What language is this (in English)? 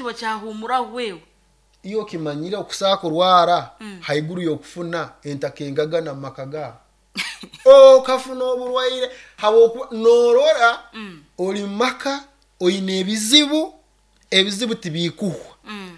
Nyoro